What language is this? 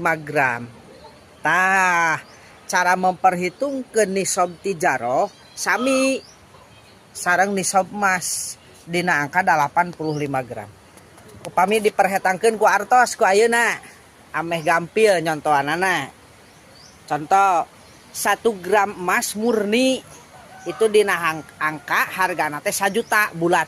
Sundanese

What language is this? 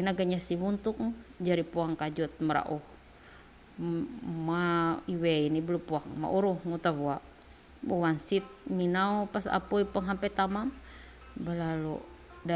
Ma'anyan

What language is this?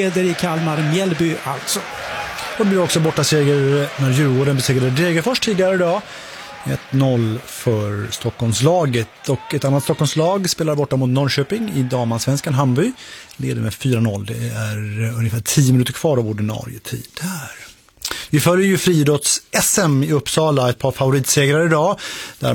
Swedish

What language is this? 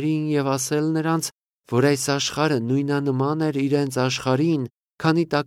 Armenian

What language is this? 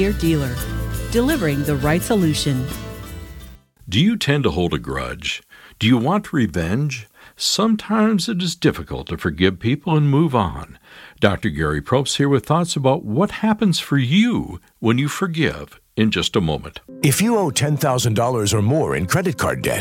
English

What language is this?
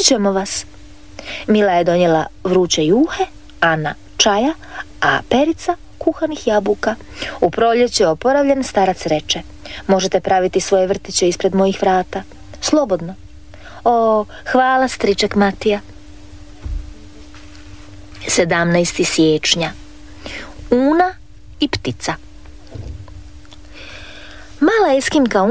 Croatian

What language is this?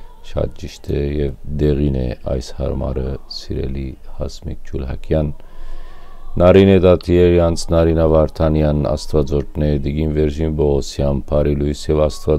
Western Armenian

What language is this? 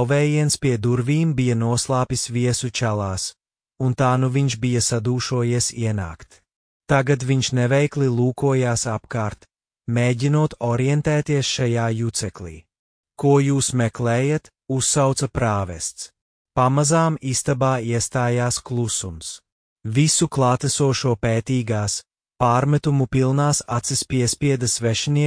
Latvian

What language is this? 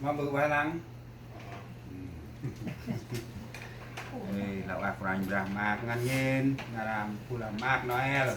Central Mnong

